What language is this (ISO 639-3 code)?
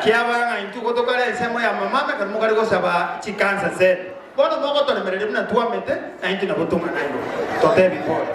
guz